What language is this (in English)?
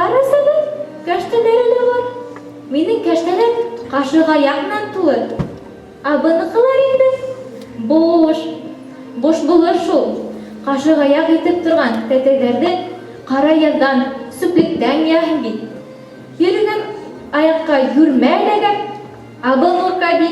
Bashkir